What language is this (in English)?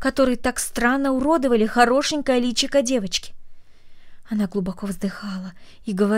Russian